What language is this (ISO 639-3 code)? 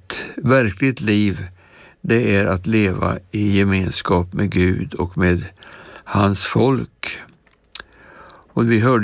swe